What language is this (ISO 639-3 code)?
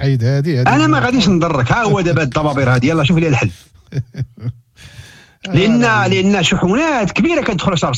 ary